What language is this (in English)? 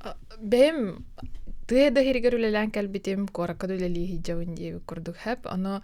Yakut